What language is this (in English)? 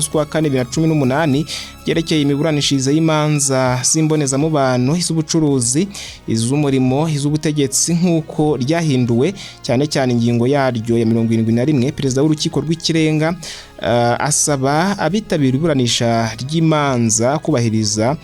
Kinyarwanda